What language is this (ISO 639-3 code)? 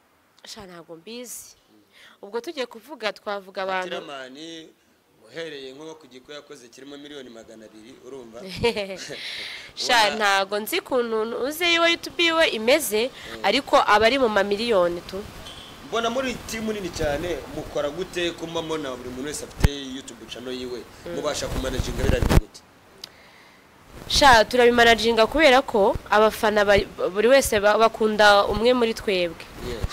kin